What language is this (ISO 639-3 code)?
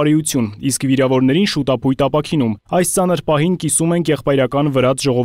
hye